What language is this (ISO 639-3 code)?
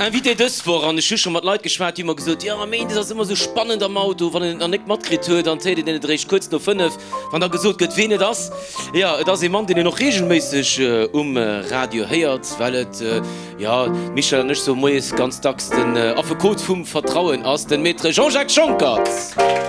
ltz